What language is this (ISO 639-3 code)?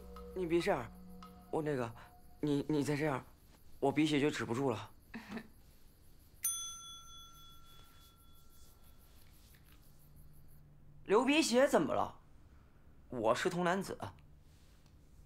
zho